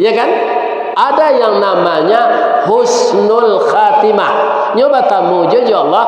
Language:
Minangkabau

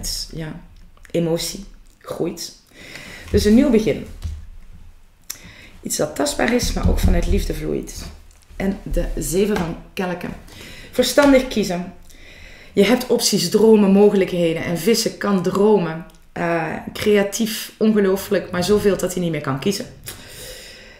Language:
Dutch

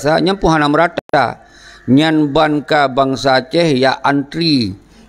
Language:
Achinese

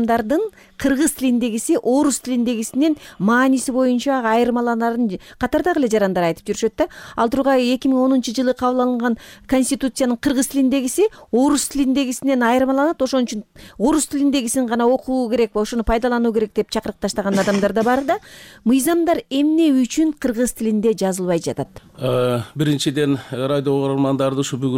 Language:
Kyrgyz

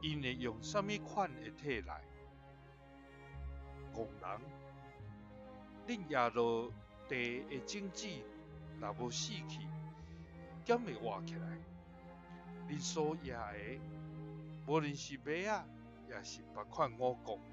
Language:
Min Nan Chinese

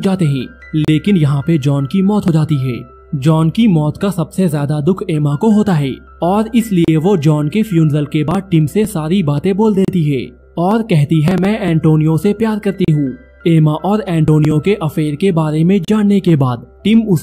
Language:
Hindi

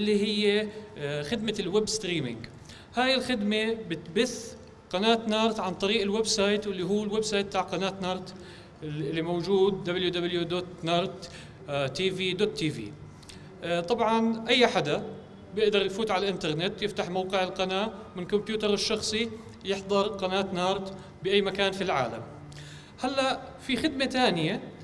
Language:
North Levantine Arabic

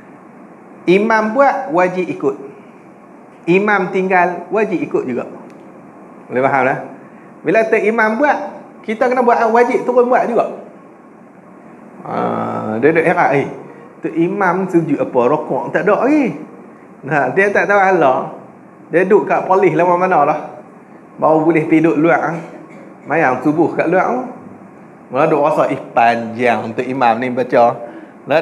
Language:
Malay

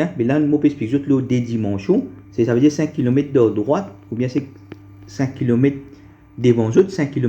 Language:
Morisyen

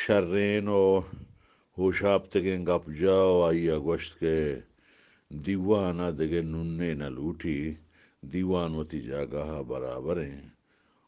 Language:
Eastern Balochi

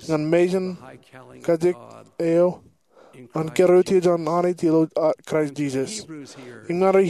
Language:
Marshallese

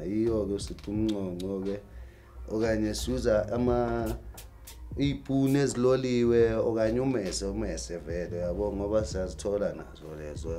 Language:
Zulu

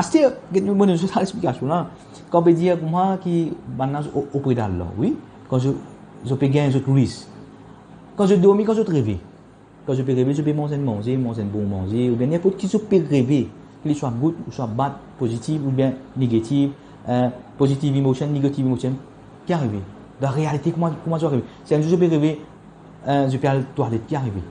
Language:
Morisyen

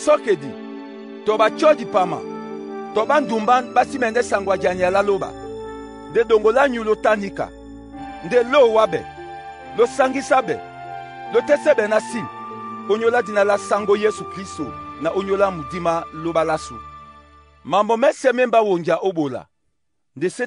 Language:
Duala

